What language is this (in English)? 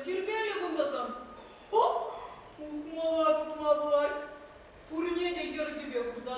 Chuvash